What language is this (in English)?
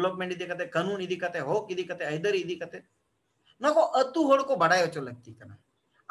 Santali